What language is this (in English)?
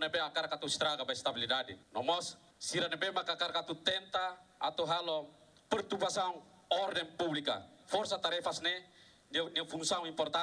Tetum